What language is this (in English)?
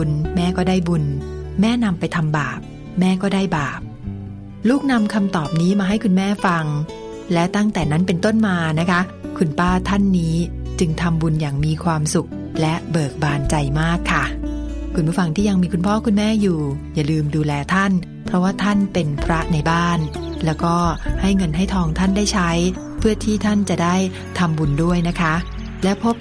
Thai